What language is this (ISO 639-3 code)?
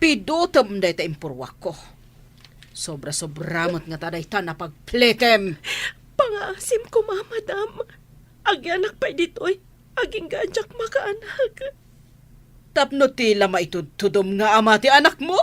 ilo